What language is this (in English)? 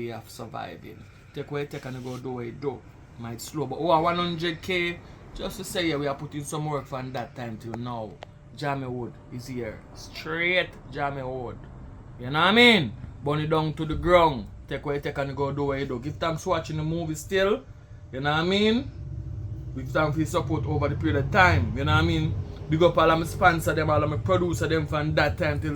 Jamaican Creole English